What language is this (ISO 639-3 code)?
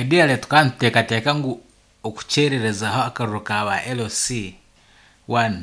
nyn